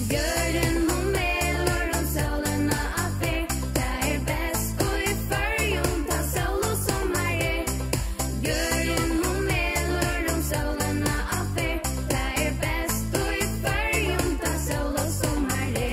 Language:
Faroese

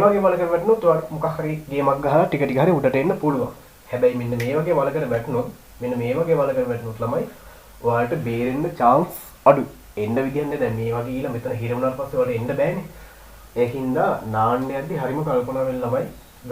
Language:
Sinhala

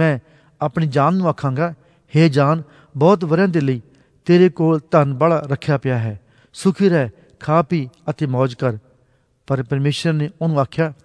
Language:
Punjabi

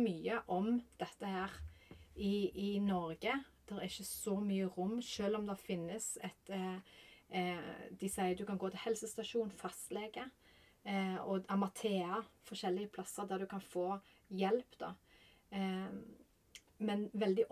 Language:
Norwegian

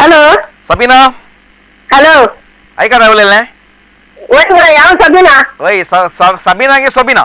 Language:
Konkani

